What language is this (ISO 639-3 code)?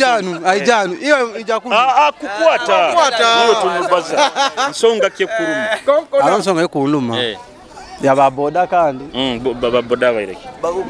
nyo